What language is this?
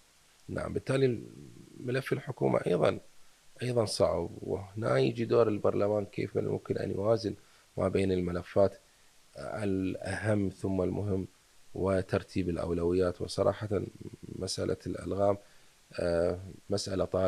Mesopotamian Arabic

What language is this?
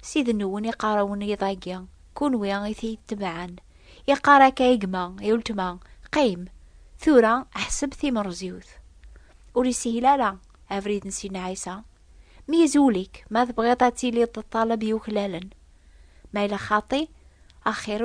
Kabyle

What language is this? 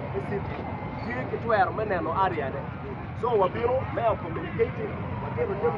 Acoli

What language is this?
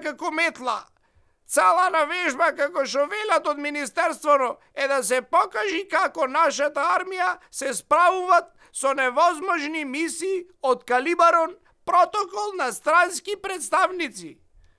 Macedonian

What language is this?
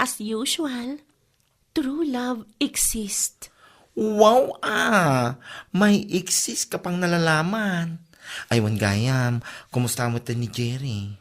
Iloko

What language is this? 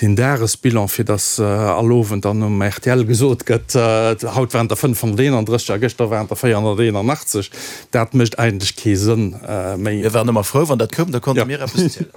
Luxembourgish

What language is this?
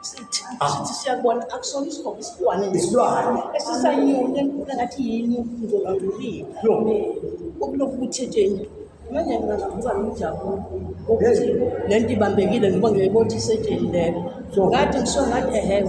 Zulu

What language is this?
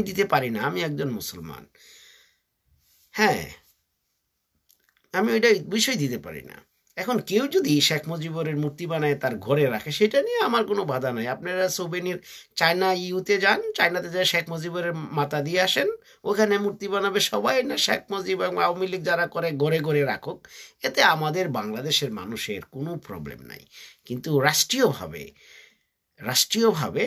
Bangla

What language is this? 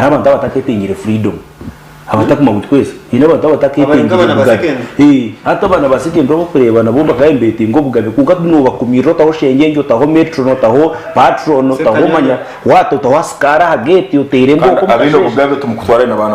Nyankole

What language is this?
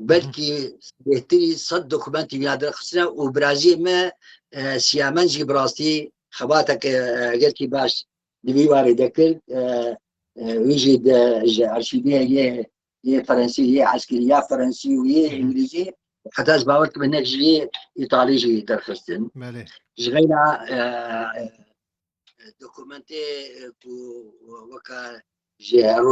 Kurdish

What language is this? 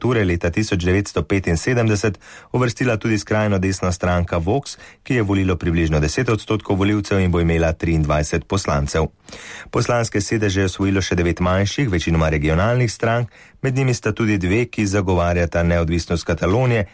Slovenian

